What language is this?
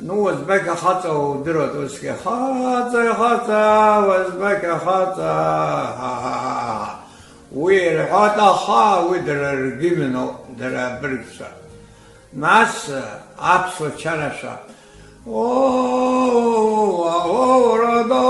Abkhazian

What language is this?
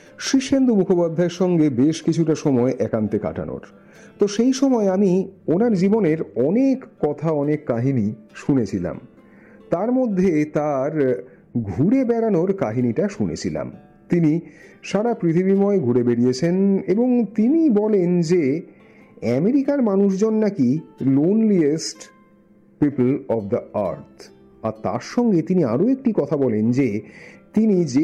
Bangla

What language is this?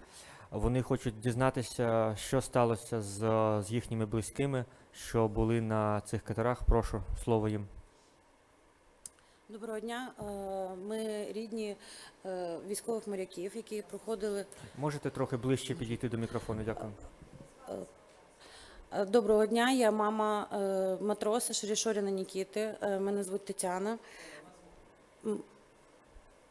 Ukrainian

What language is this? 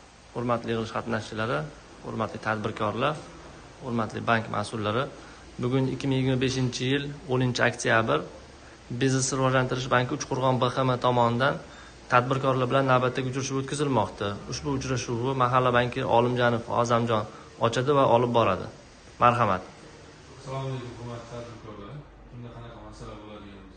Uzbek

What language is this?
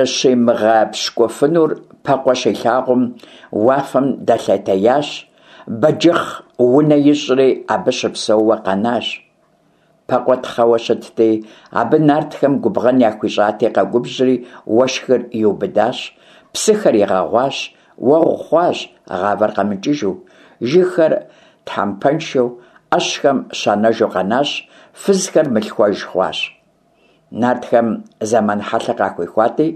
Kabardian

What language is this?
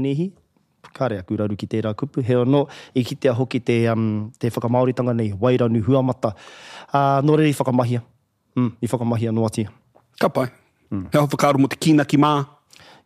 Māori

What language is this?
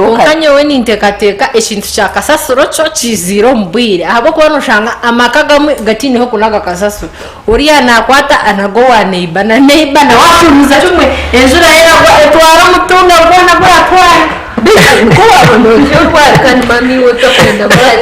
Nyankole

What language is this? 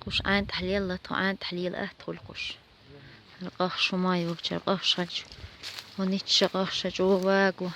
Chechen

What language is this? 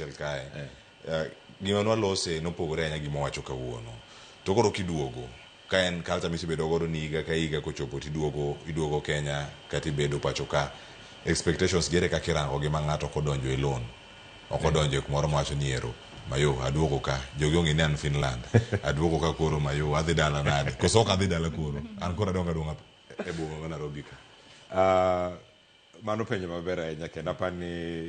Luo (Kenya and Tanzania)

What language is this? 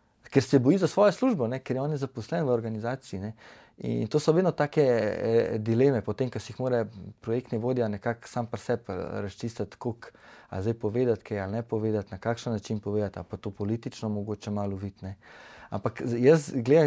Slovenian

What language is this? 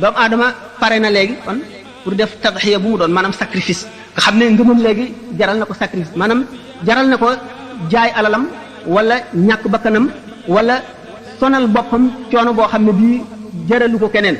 Wolof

